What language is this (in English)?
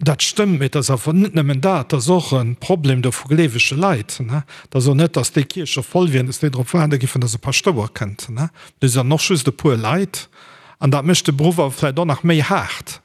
Luxembourgish